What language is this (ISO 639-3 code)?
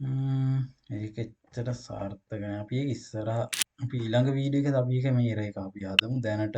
sin